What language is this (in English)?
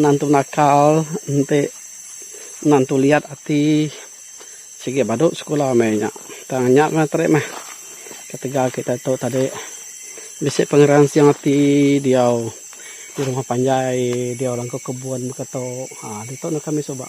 Iban